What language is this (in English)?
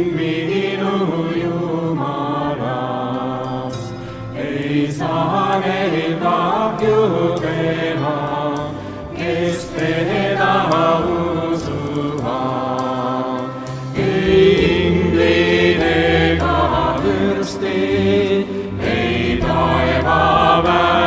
Estonian